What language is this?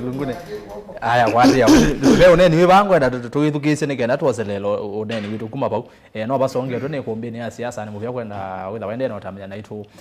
Kamba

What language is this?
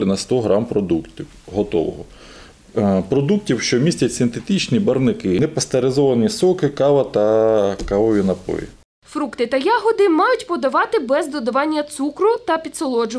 Ukrainian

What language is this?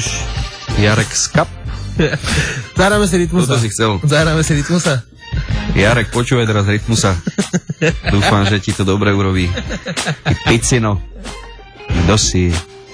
Slovak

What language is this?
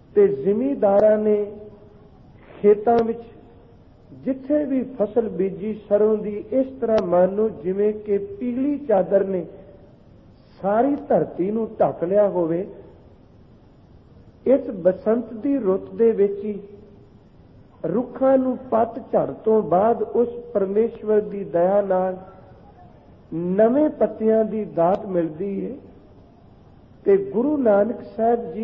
Punjabi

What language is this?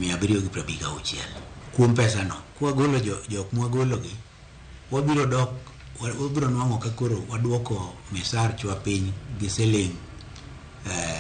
Luo (Kenya and Tanzania)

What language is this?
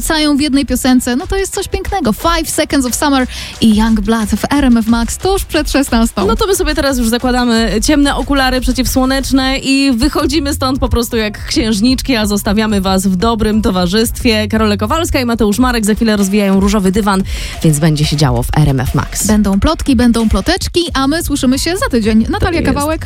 Polish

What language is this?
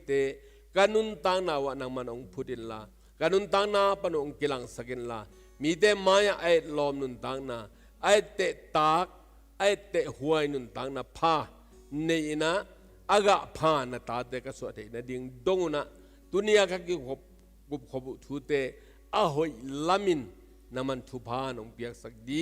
Tedim Chin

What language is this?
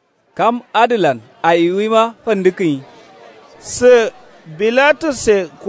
Kanuri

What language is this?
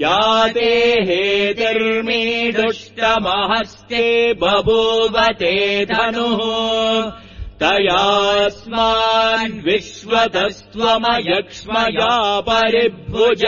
Sanskrit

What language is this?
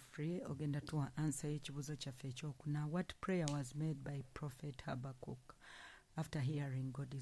Ganda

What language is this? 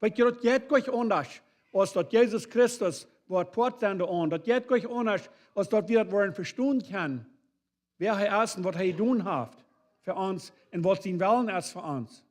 Plautdietsch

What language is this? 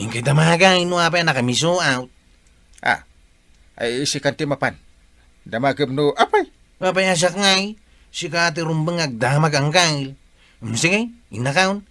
Iloko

